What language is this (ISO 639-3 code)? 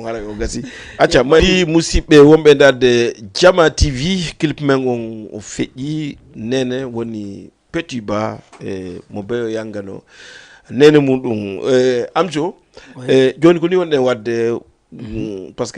ful